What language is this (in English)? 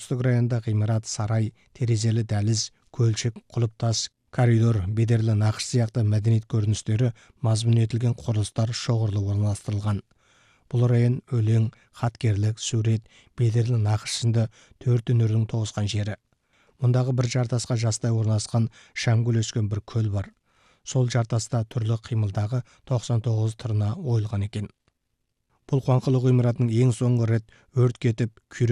Kazakh